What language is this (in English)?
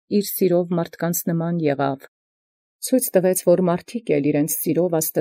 Armenian